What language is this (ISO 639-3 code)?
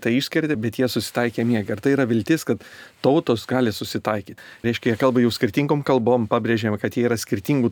lit